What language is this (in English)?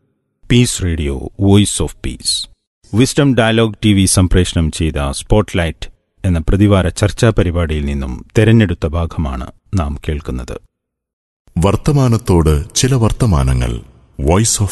Malayalam